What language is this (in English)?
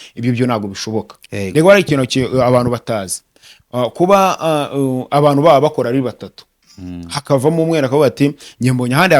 Kinyarwanda